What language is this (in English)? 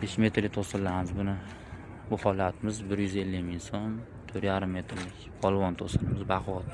Uzbek